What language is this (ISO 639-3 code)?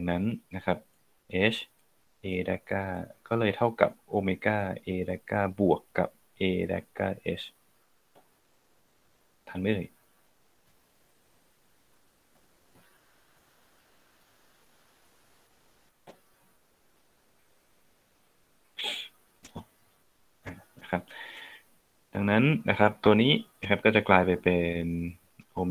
tha